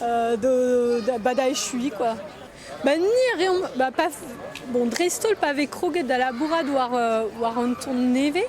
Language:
Breton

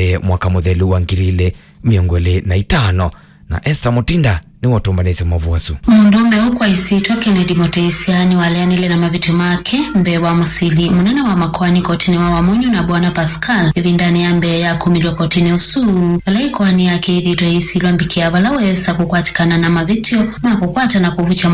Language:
Kamba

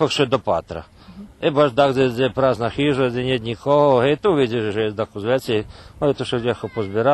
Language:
Rusyn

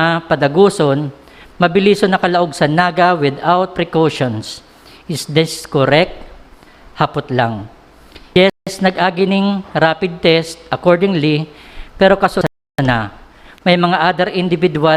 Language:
Bikol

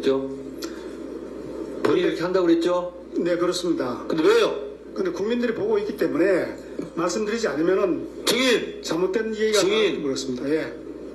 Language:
Korean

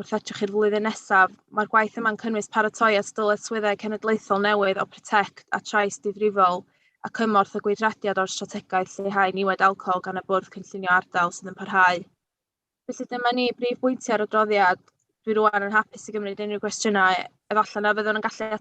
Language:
Welsh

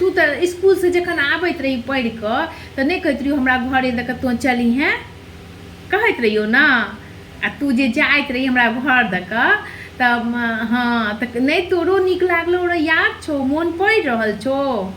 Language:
Maithili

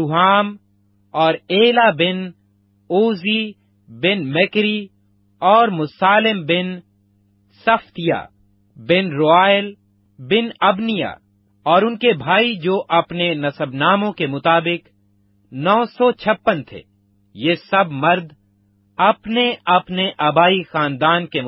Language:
Urdu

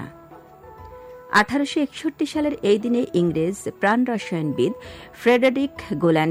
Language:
Bangla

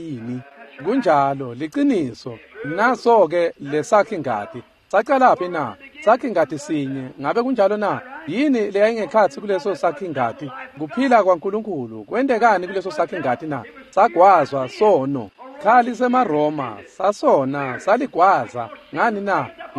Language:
Swati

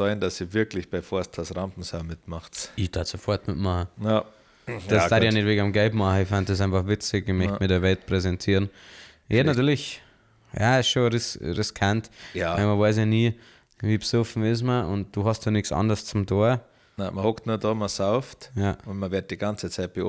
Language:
Bavarian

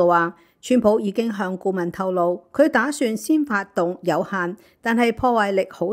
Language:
Cantonese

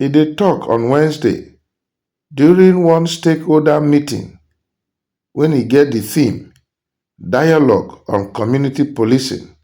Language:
Nigerian Pidgin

